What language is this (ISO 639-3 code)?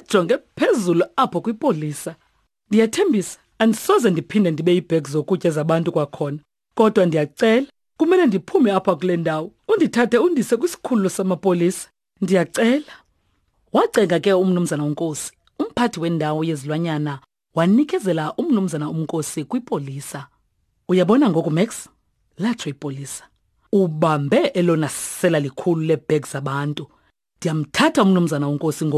xho